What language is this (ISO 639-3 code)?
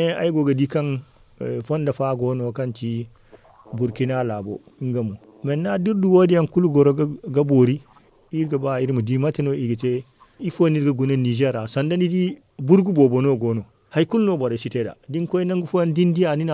dje